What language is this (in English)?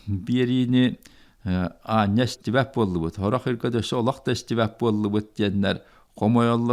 Yakut